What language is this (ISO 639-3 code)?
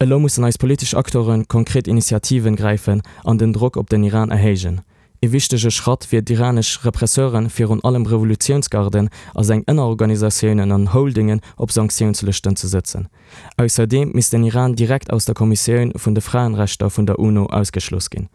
ltz